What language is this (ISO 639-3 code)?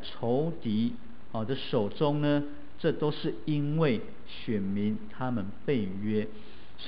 zho